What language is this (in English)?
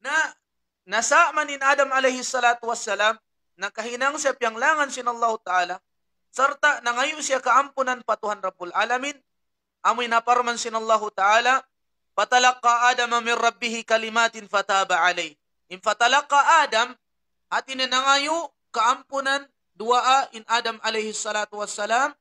Tausug